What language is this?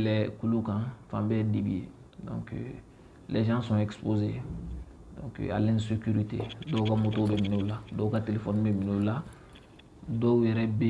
Bambara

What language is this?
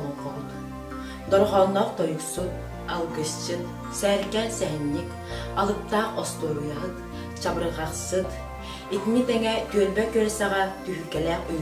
Yakut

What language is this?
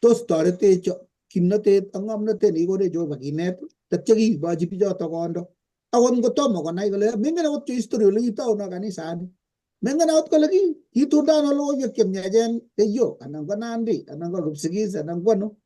Kalenjin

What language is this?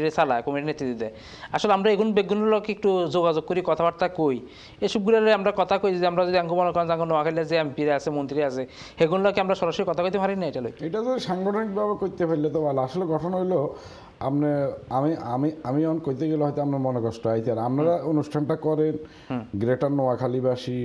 Bangla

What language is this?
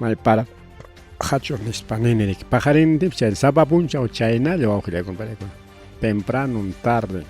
Ayacucho Quechua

